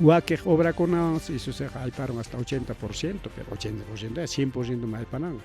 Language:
Ayacucho Quechua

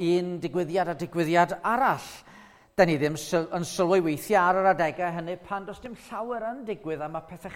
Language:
Welsh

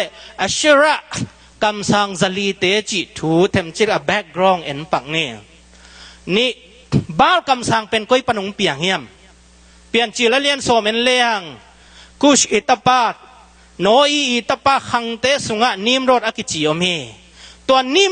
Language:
Tedim Chin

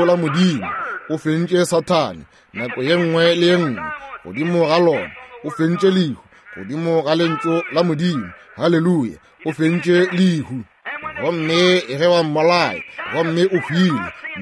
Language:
Northern Sotho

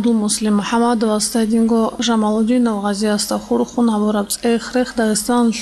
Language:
Avaric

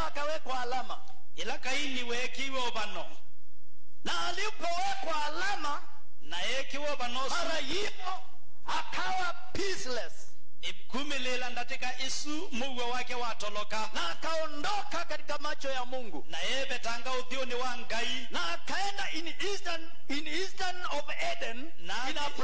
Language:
Swahili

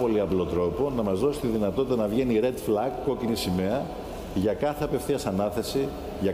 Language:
Greek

